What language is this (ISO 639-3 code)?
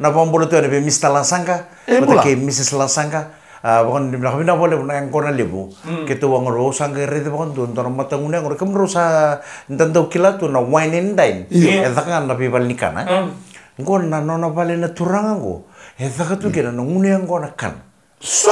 fij